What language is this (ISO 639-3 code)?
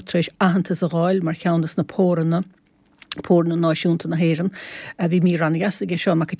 gle